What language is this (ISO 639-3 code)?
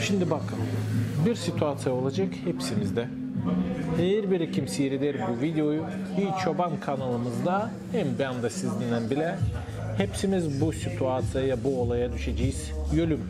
gag